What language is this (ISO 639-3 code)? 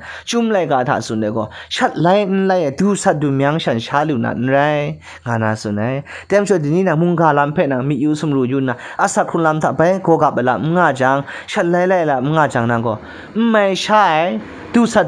kac